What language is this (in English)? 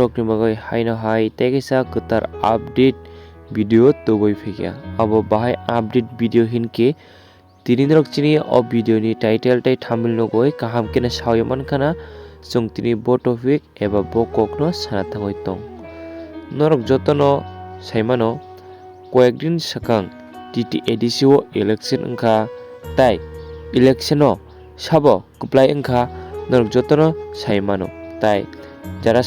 Kok Borok